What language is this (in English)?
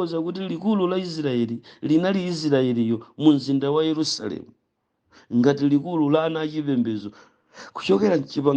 Nyanja